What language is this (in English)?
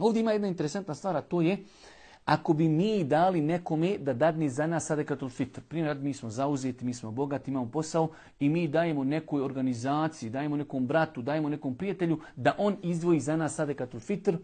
Bosnian